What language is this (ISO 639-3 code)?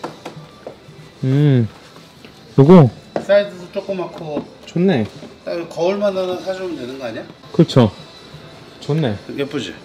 kor